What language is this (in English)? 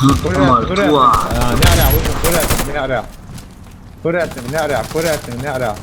Chechen